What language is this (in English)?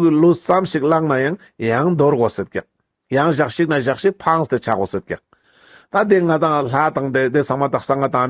Ladakhi